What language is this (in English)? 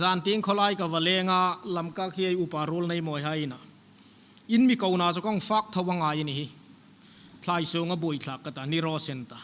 Hmar